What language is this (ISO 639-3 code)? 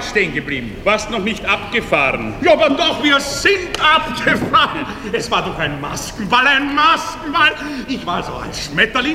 deu